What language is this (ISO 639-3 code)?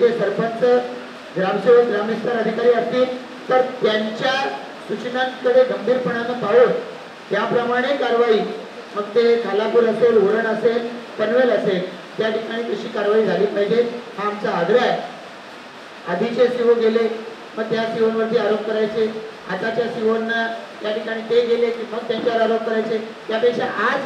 mar